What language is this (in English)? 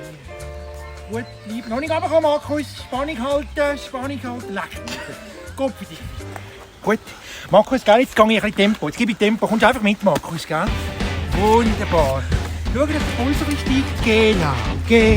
Swiss German